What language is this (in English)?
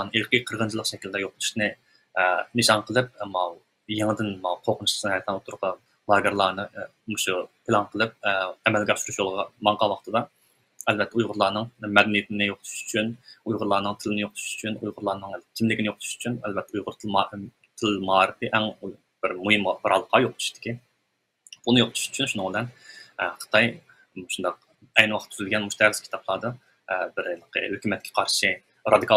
Uyghur